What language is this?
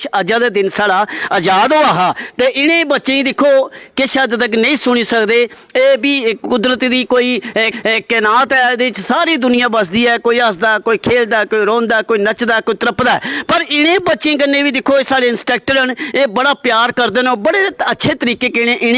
Dogri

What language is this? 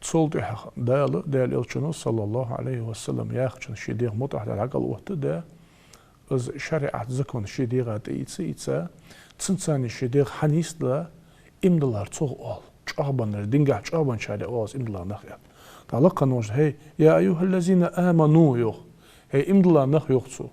Ingush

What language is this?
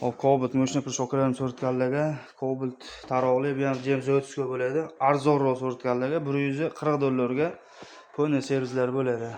Uzbek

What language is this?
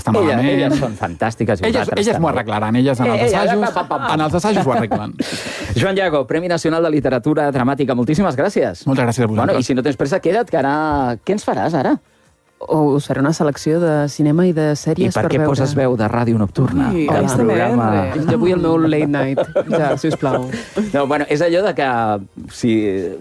Catalan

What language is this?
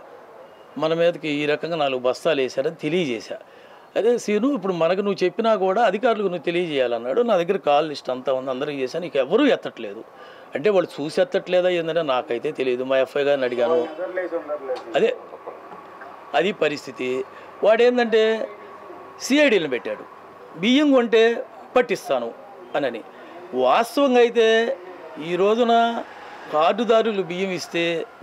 Telugu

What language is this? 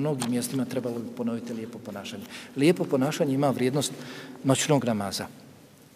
Bosnian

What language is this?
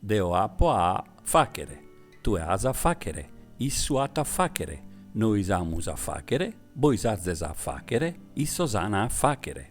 Sardinian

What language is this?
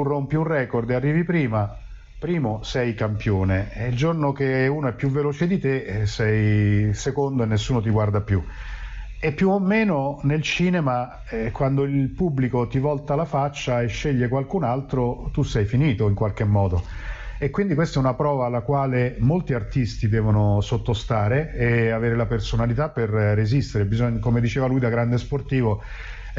Italian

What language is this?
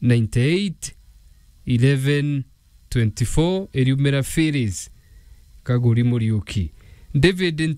Meru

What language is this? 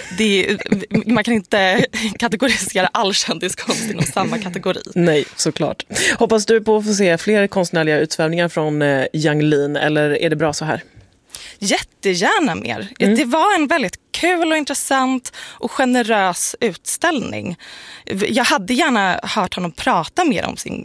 Swedish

